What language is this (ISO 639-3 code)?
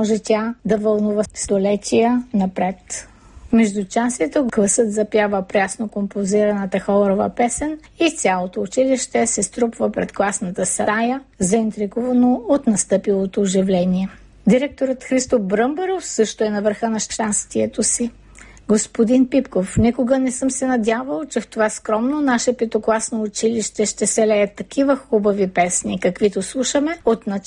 bul